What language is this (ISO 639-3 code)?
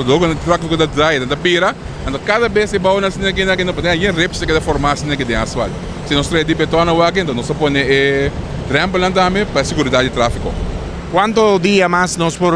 pap